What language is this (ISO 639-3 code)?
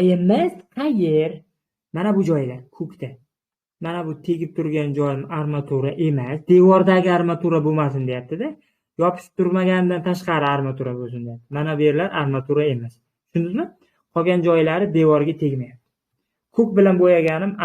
uzb